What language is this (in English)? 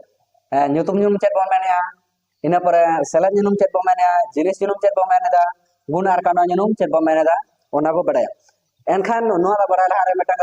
Santali